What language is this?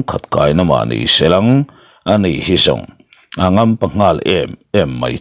Mizo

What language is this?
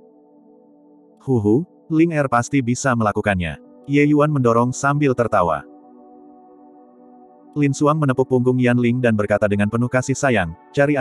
Indonesian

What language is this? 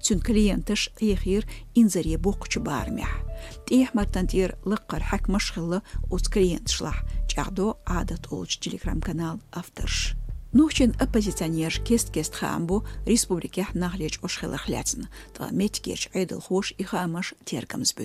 Chechen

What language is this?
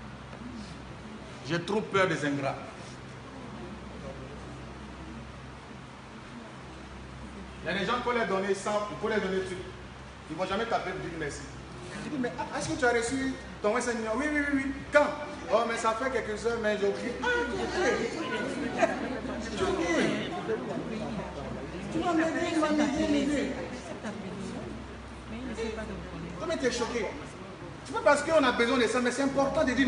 French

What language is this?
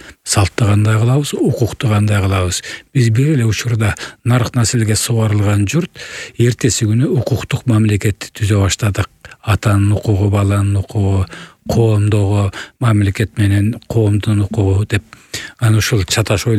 Kyrgyz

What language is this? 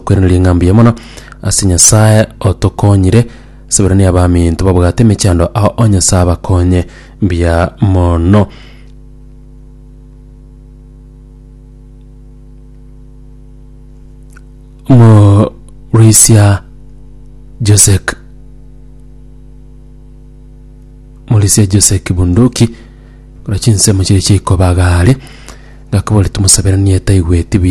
Gusii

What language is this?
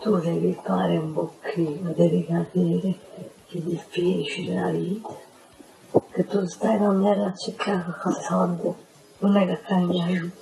Neapolitan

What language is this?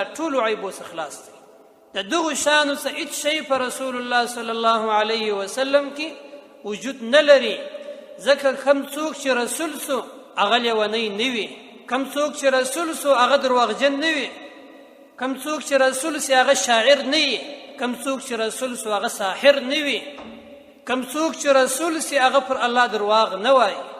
Pashto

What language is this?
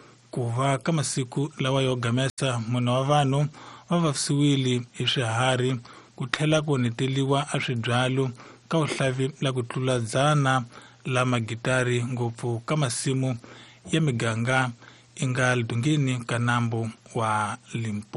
Tsonga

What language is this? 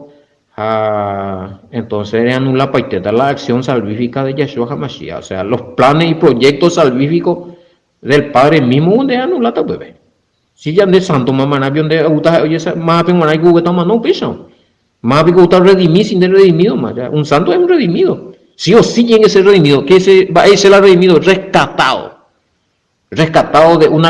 Guarani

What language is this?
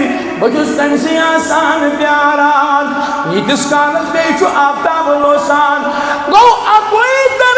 Kashmiri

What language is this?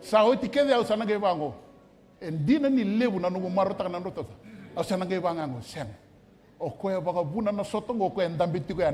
Fijian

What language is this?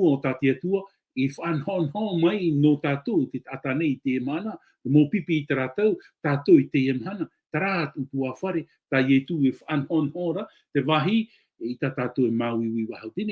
Tahitian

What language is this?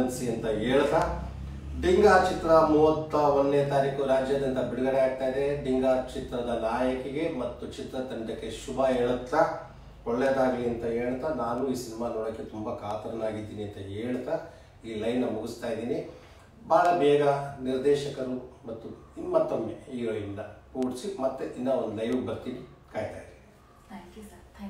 Kannada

